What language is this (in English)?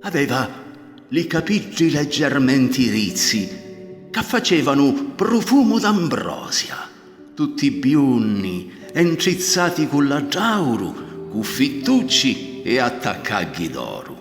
Sicilian